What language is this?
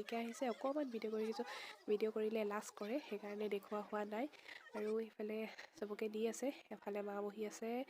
Assamese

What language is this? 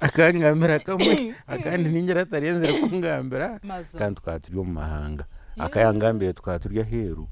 Nyankole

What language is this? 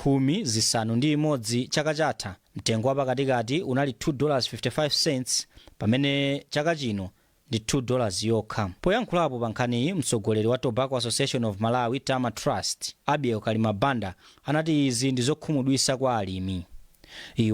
Nyanja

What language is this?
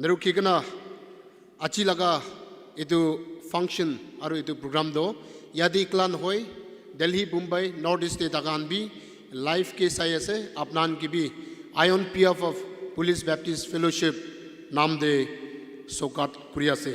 Naga Pidgin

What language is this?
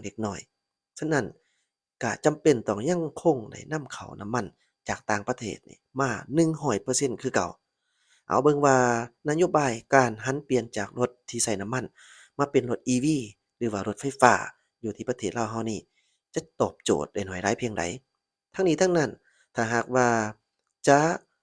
Lao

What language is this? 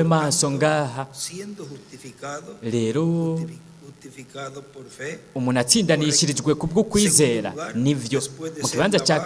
Rundi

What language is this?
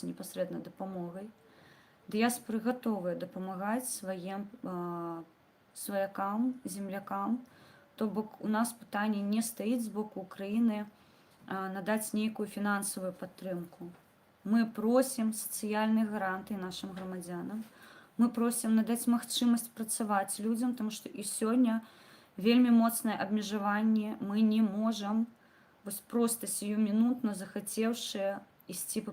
Belarusian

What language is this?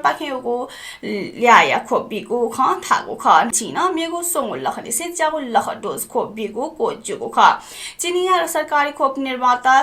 Newari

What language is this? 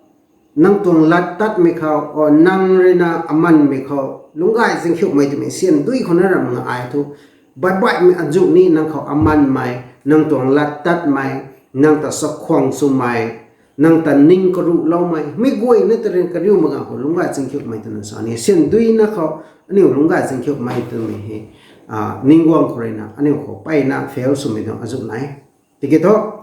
Rongmei Naga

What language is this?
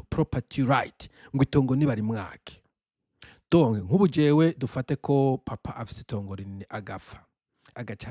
Rundi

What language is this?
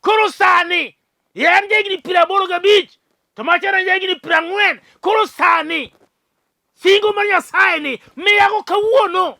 Luo (Kenya and Tanzania)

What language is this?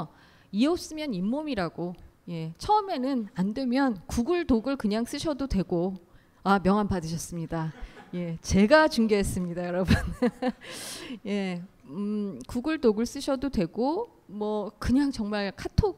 Korean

